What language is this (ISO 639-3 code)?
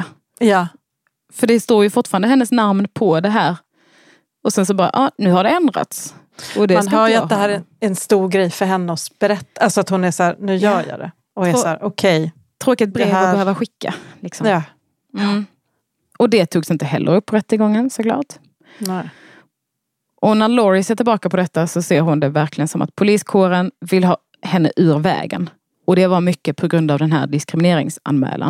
swe